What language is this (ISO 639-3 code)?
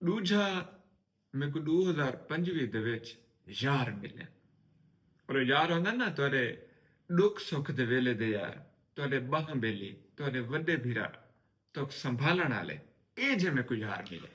skr